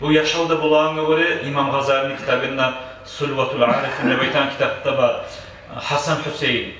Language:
Kumyk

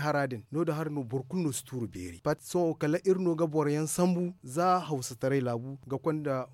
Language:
Zarma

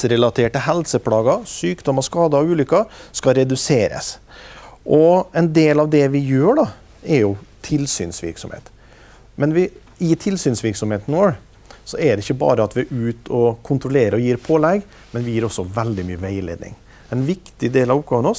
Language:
Norwegian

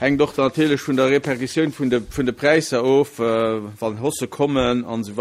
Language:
Luxembourgish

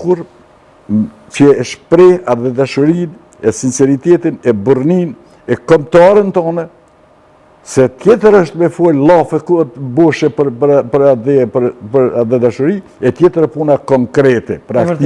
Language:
Albanian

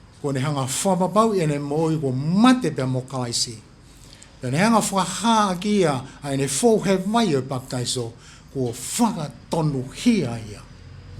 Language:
Tongan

